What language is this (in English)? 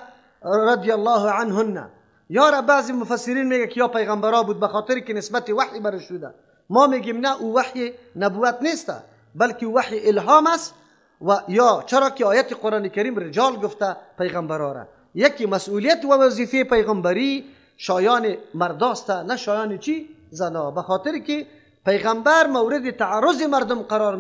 Persian